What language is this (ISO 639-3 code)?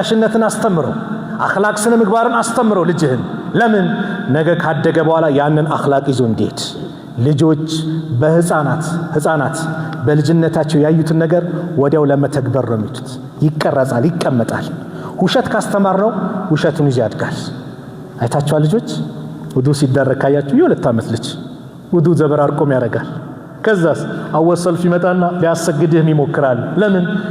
amh